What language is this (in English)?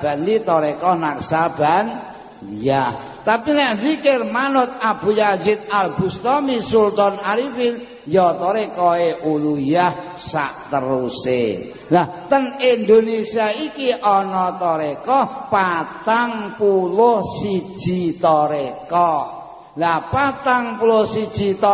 Javanese